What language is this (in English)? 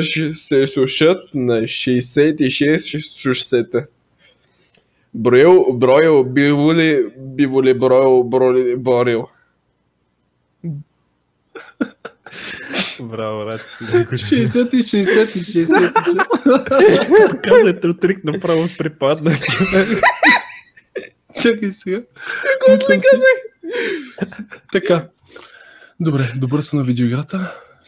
Bulgarian